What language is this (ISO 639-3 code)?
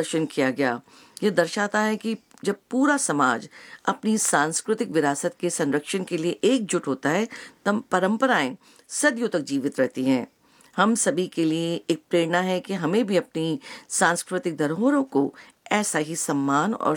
hin